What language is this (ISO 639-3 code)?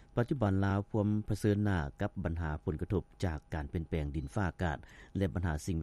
lao